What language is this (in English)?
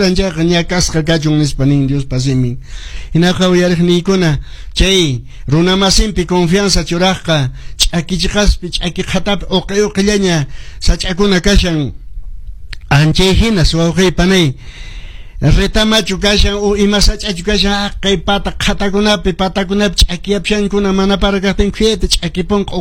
Quechua